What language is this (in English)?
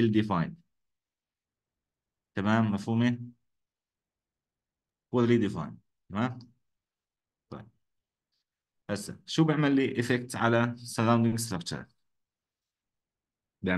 South Levantine Arabic